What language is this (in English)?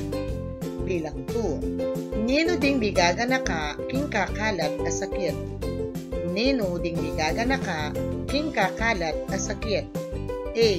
Pampanga